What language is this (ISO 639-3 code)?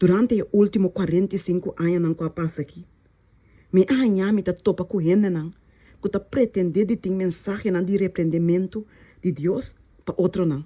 pap